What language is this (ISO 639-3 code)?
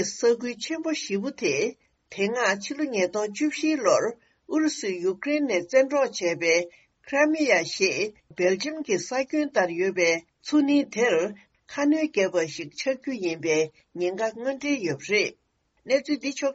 bod